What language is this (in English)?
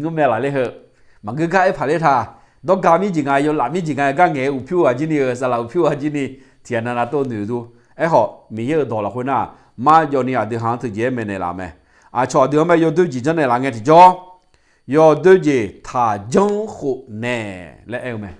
Akha